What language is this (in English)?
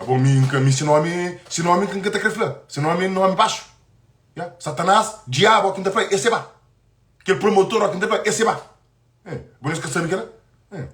Kabuverdianu